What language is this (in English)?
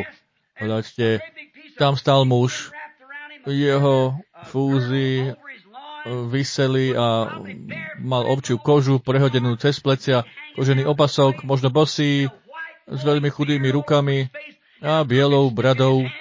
Slovak